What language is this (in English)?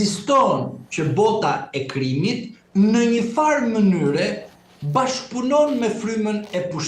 Albanian